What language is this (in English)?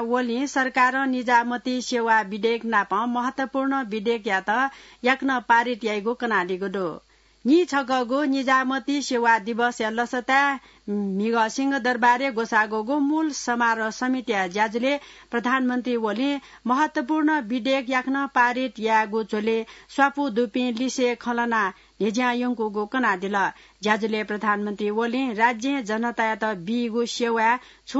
Newari